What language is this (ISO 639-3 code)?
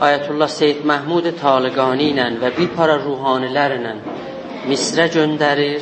azb